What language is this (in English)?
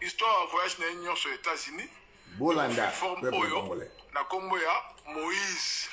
Lingala